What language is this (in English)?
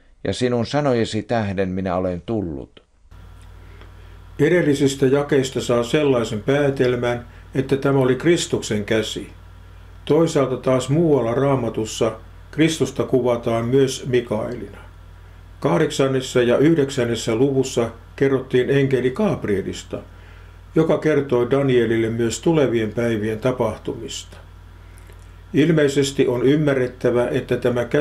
Finnish